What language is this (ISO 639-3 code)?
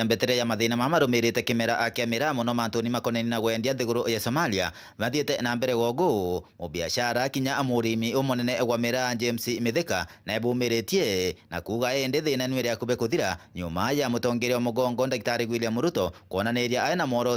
mer